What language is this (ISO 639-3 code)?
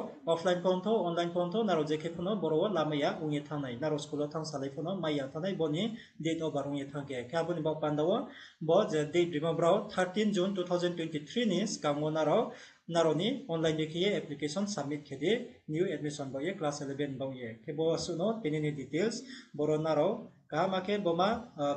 ria